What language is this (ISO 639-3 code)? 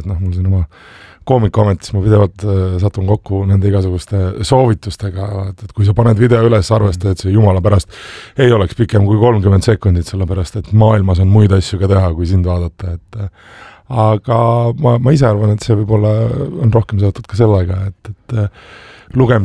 est